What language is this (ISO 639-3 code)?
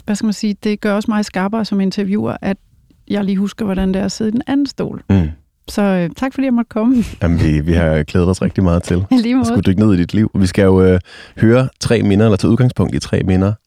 dan